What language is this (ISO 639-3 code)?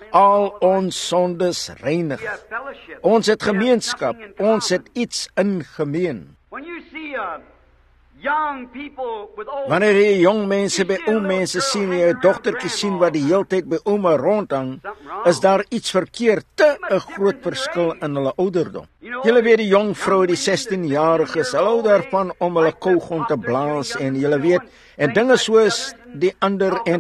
afr